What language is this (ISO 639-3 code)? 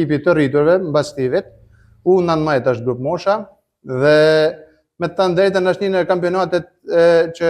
sqi